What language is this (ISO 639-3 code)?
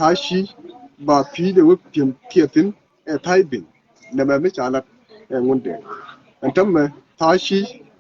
nus